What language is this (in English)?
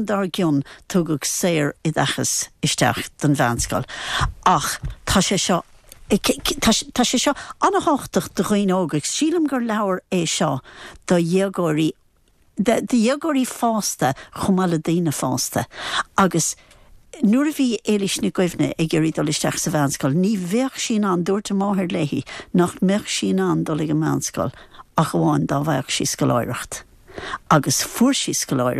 Irish